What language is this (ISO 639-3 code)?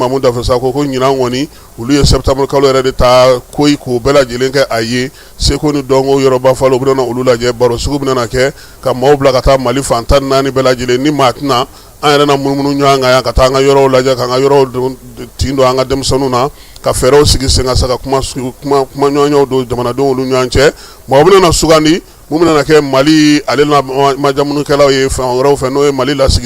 bam